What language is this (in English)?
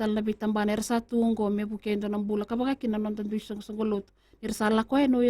Fijian